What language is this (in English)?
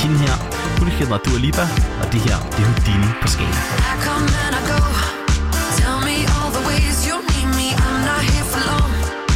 Danish